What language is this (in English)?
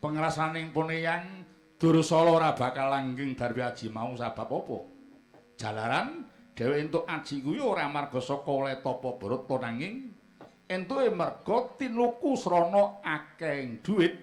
Javanese